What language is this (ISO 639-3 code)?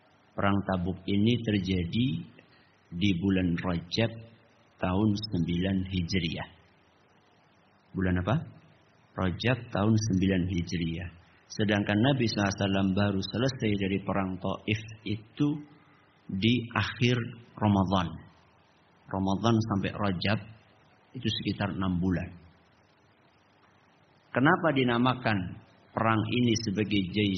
ind